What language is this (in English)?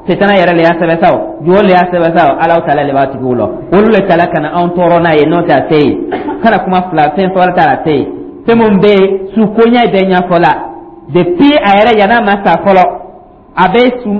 Dyula